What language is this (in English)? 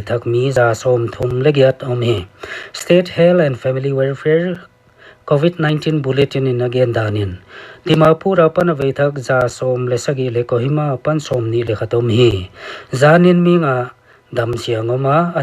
Paite Chin